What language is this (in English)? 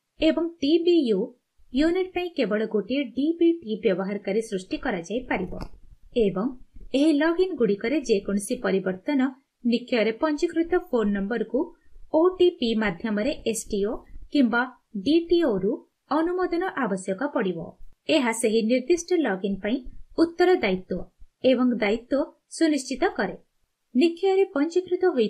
Odia